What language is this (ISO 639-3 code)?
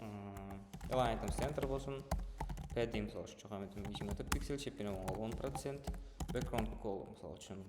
kaa